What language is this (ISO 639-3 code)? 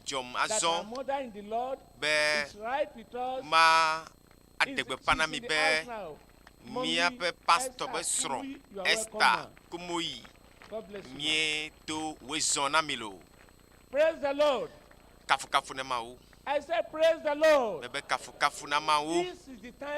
ewe